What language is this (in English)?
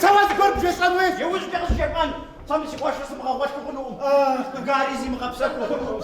Kabardian